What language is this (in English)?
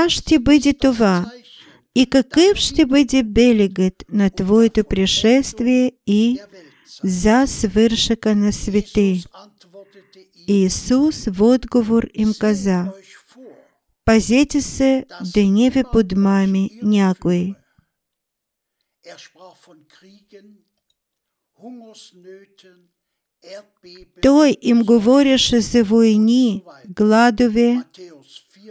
Bulgarian